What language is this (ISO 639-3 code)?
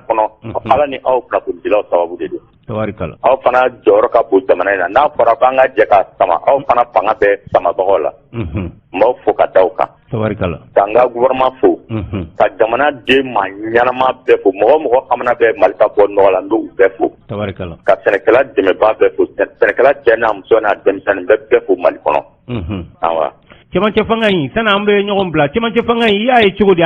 bam